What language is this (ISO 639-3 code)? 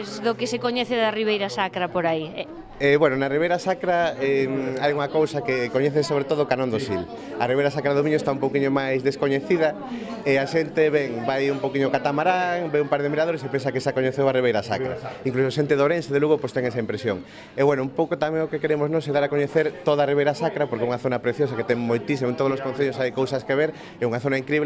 glg